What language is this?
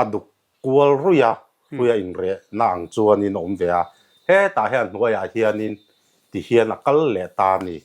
Mizo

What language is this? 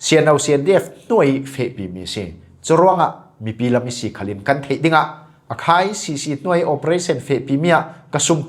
Falam Chin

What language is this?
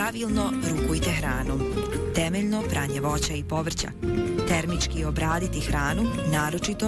Bosnian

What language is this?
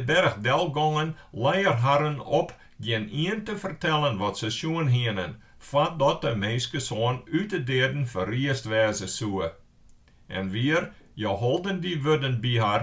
Western Frisian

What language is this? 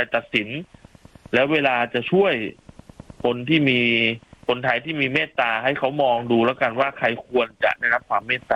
Thai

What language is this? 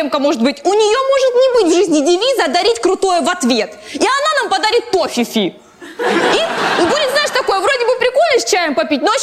Russian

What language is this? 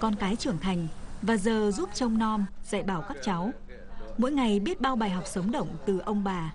Vietnamese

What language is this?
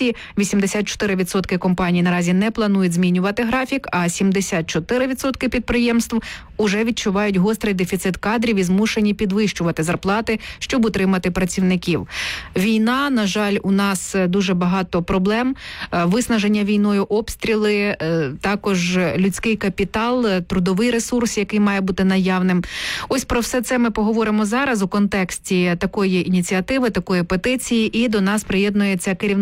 Ukrainian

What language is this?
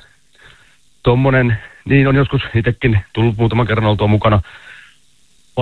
Finnish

